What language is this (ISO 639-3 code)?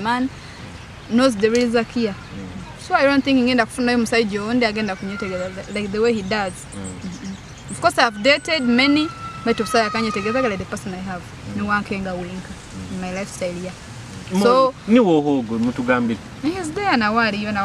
nyo